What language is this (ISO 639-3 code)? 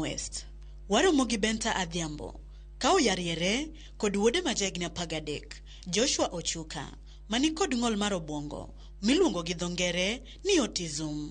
luo